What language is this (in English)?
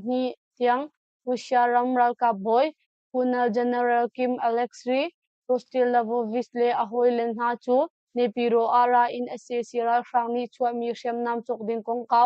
Hakha Chin